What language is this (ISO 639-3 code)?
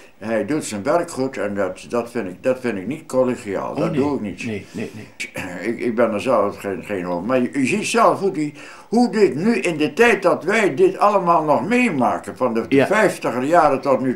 nld